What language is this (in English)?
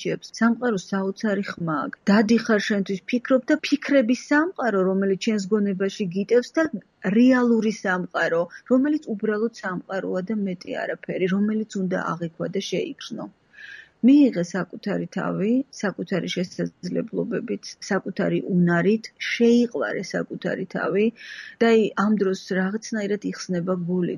Georgian